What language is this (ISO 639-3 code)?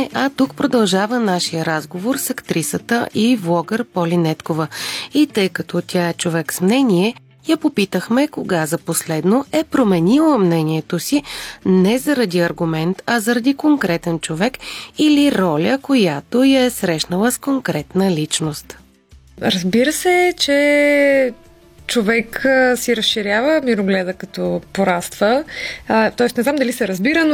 bul